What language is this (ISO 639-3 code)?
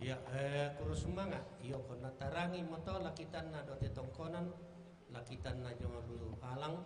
sda